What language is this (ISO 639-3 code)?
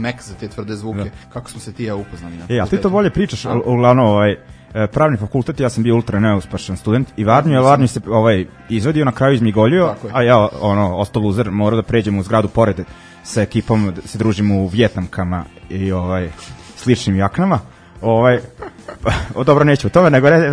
srp